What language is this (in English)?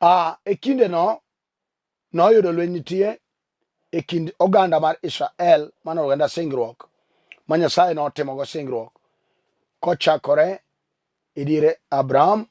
Luo (Kenya and Tanzania)